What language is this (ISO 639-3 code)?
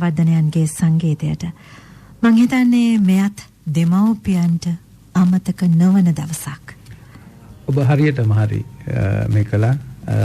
sin